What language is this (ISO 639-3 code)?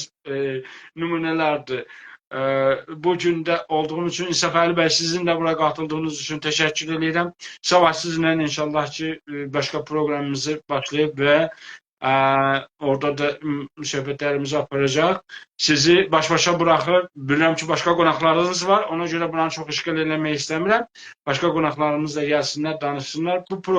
azb